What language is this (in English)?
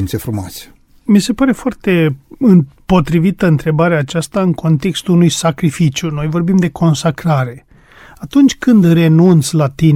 Romanian